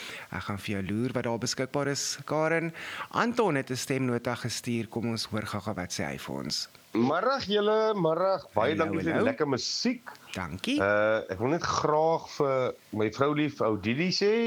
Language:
Afrikaans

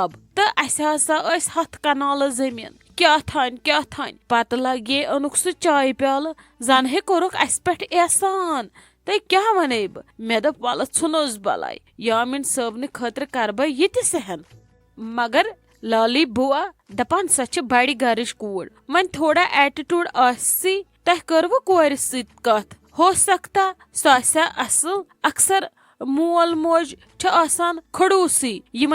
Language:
Kashmiri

